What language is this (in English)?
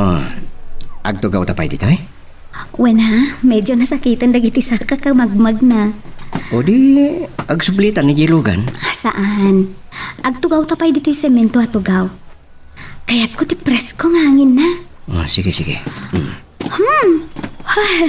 Iloko